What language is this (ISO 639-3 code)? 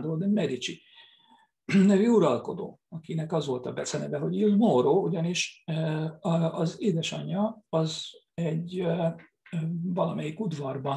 hun